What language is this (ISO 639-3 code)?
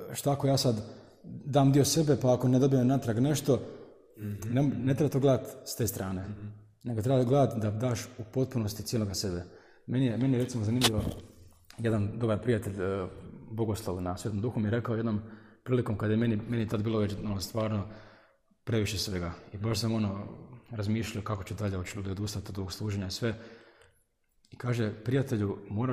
hrv